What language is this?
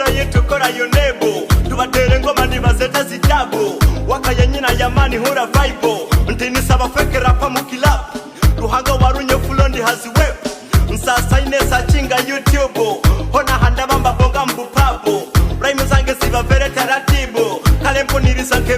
Nyoro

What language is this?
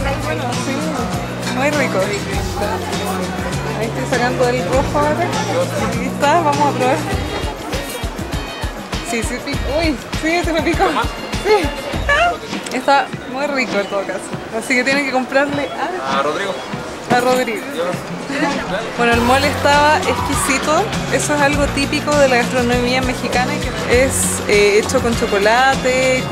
Spanish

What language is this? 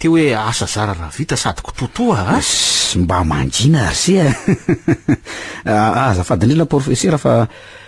Malagasy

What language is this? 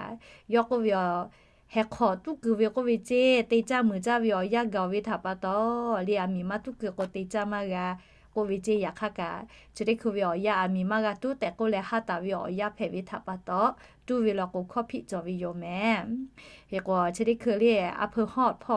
Lahu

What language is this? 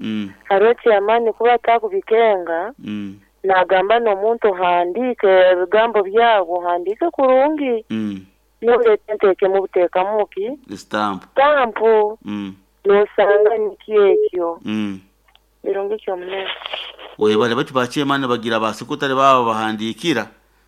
Nyankole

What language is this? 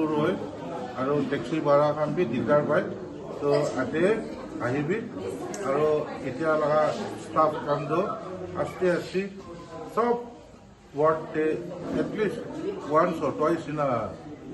Naga Pidgin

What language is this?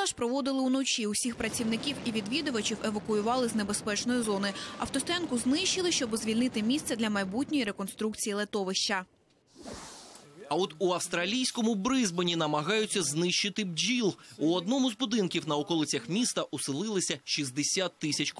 Ukrainian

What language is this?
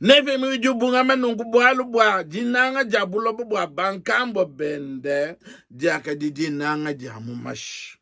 Luba-Lulua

